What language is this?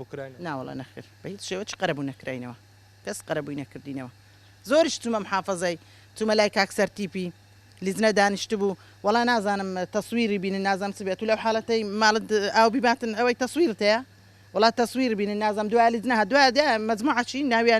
Central Kurdish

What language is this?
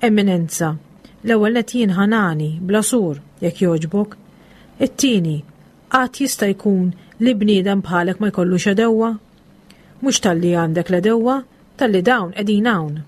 Maltese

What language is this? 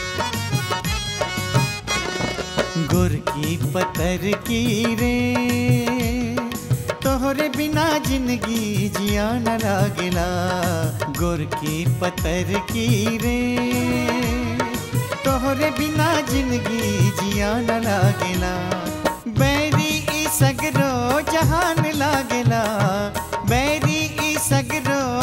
Bhojpuri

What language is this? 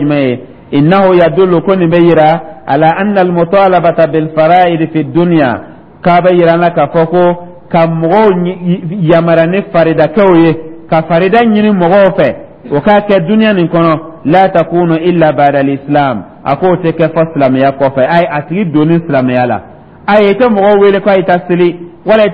Dyula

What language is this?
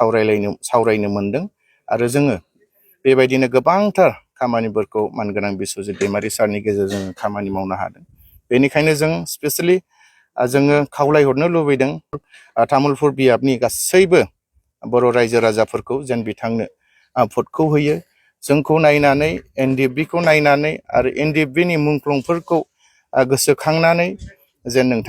Bodo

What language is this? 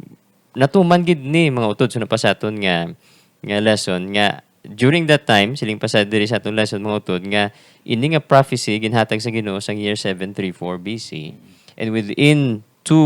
Hiligaynon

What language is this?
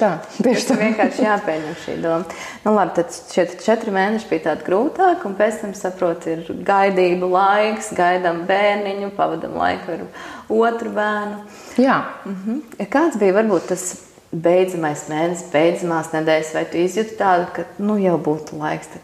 Latvian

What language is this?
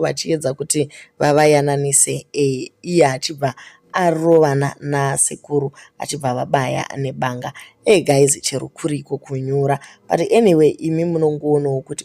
Shona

